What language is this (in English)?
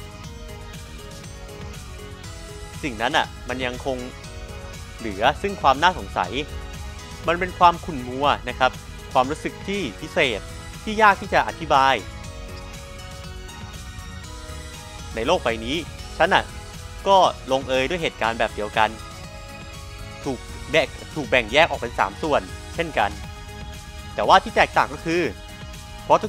Thai